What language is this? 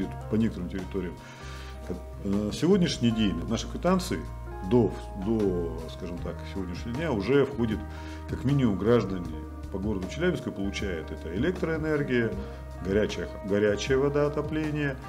Russian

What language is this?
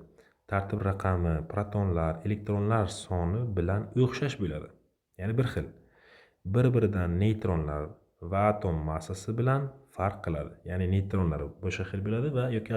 Uzbek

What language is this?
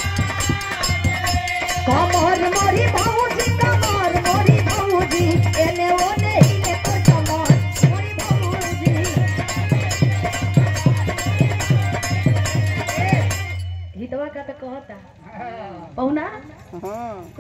Bhojpuri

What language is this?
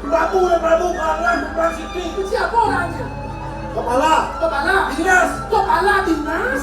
Balinese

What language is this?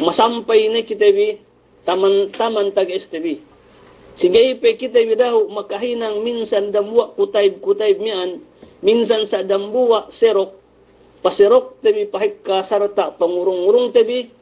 Yakan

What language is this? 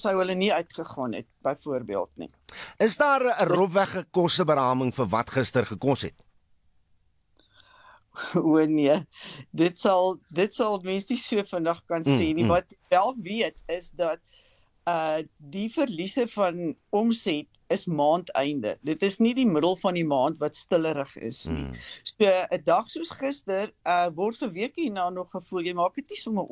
Afrikaans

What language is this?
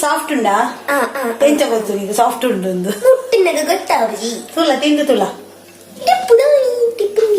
Tulu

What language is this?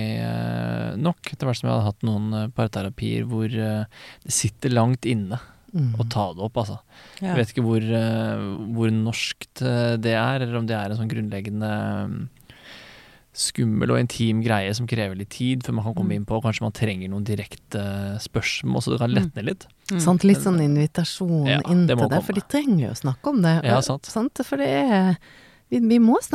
Norwegian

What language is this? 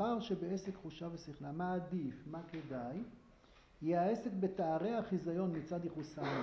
Hebrew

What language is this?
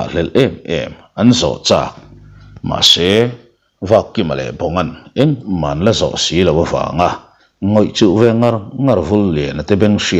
Mizo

